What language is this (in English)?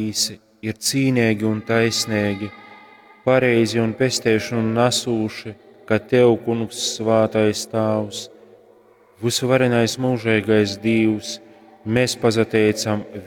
Latgalian